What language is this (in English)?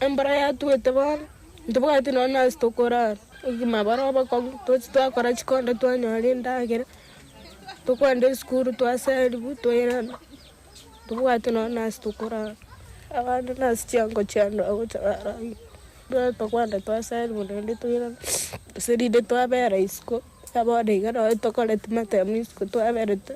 Gusii